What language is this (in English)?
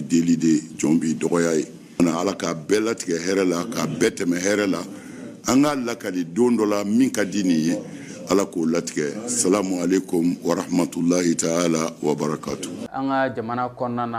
Bambara